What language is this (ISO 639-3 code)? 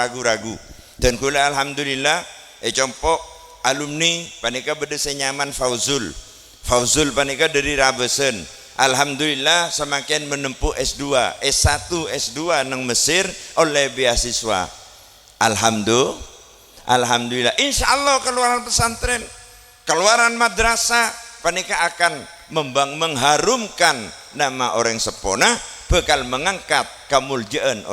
mad